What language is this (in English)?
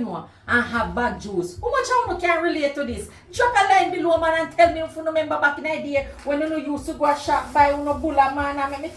Jamaican Creole English